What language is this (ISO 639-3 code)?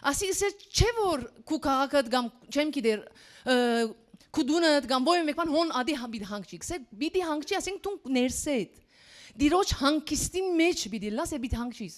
hyw